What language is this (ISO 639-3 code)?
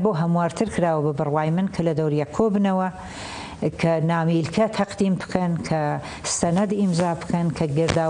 ckb